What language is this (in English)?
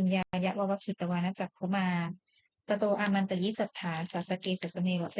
Pali